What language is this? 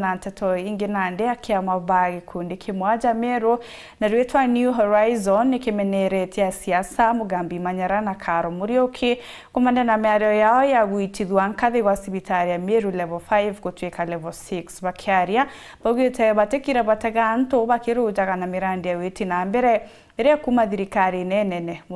Meru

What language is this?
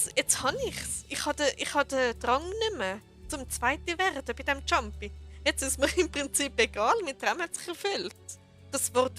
Swiss German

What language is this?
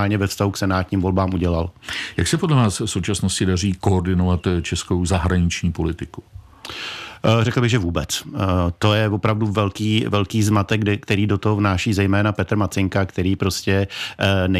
Czech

